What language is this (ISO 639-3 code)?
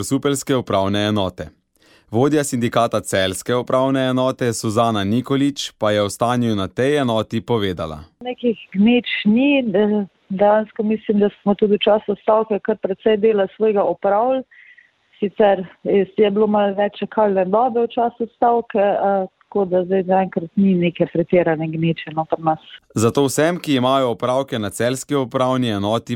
slv